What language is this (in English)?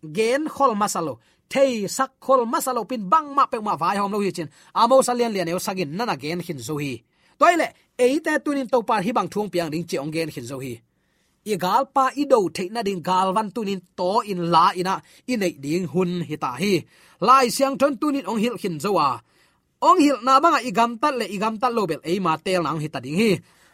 Tedim Chin